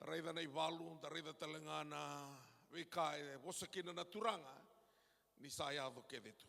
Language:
Fijian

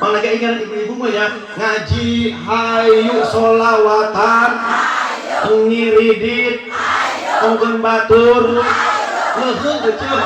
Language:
Sundanese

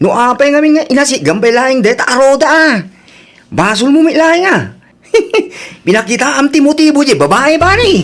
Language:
Iloko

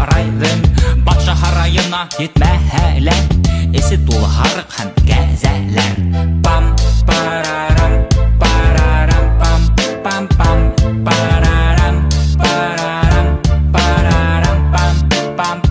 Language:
Bashkir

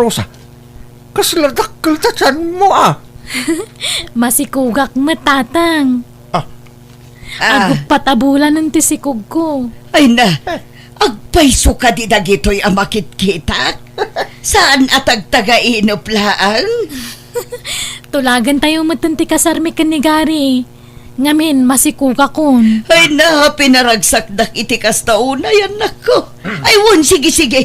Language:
Iloko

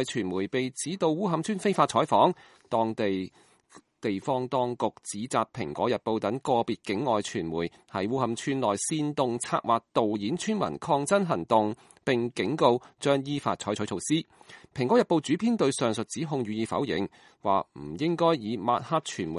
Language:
Cantonese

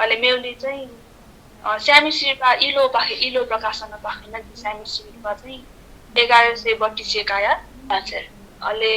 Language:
Newari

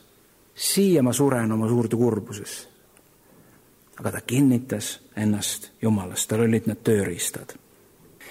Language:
Estonian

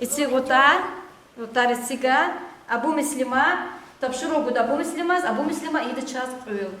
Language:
Lezghian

